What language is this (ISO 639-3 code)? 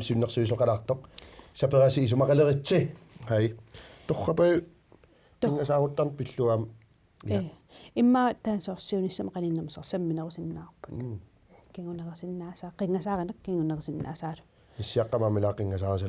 kal